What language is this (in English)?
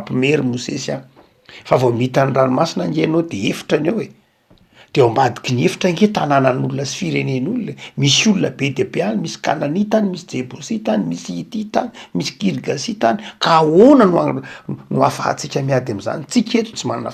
Malagasy